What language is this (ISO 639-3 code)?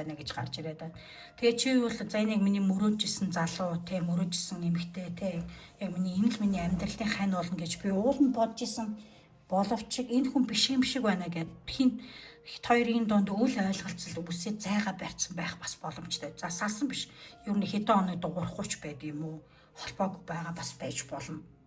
mon